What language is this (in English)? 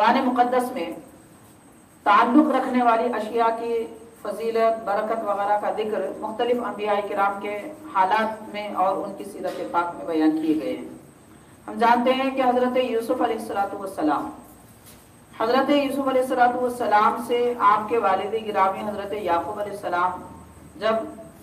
Urdu